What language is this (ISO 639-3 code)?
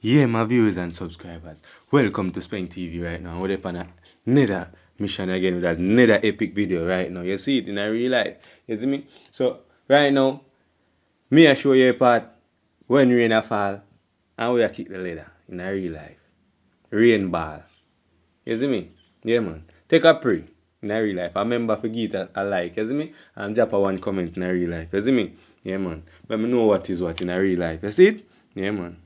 jam